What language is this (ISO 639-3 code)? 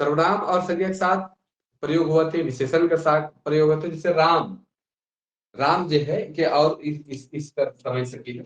sck